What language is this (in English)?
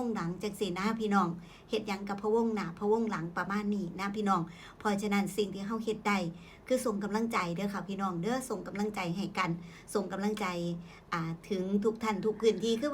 Northeastern Thai